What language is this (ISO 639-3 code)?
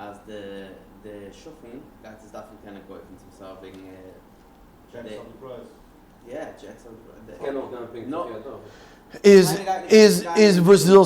yid